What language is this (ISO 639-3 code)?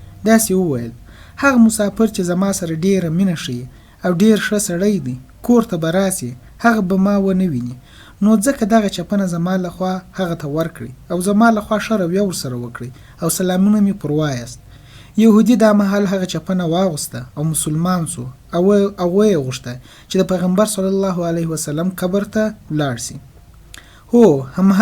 pus